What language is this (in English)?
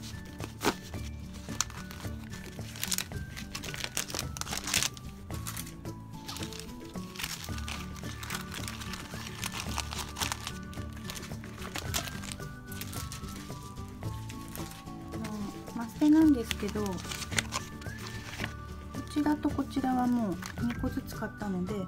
Japanese